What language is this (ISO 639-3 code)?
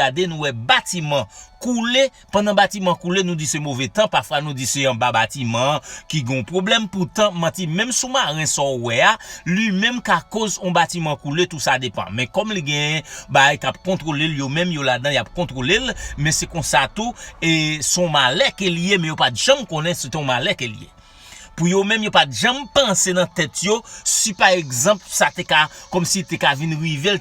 hat